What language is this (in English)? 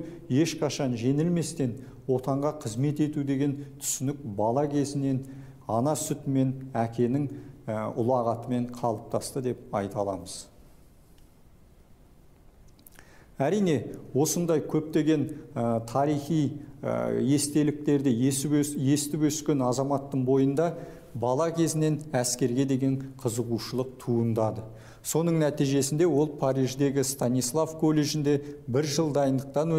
Kazakh